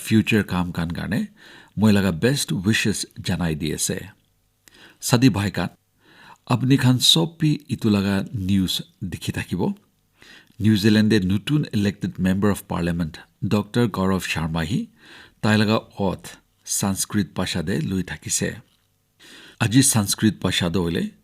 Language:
Naga Pidgin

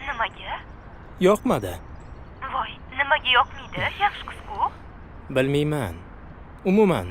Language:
Uzbek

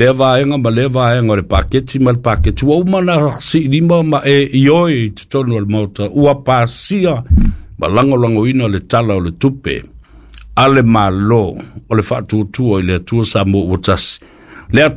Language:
Samoan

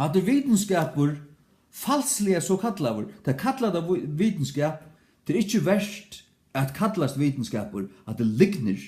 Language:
Faroese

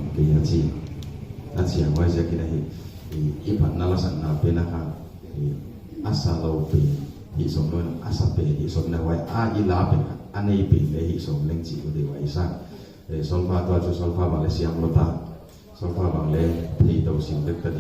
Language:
Paite Chin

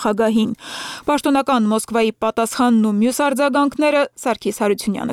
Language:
Armenian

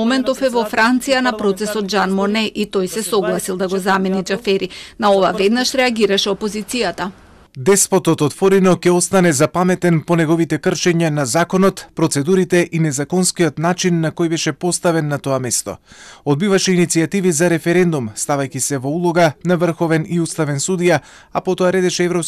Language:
Macedonian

